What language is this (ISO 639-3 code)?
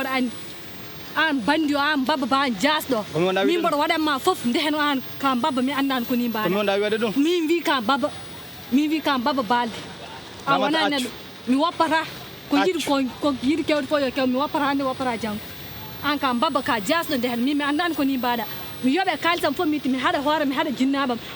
ful